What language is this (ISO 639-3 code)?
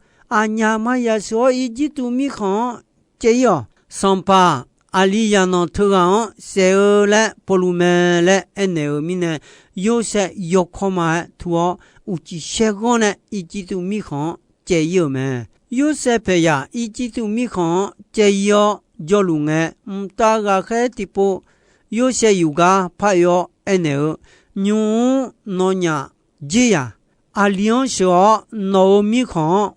ahk